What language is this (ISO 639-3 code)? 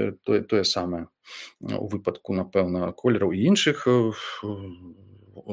bel